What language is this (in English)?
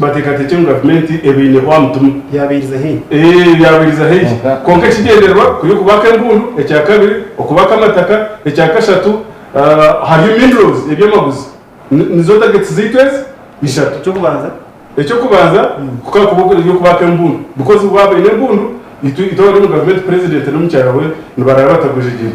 Nyankole